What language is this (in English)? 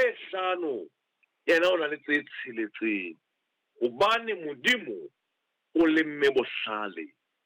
Southern Sotho